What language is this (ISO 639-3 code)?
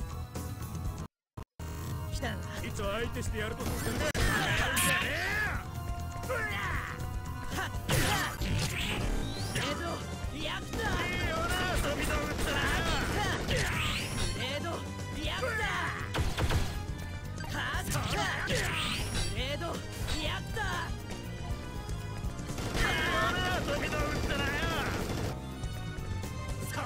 jpn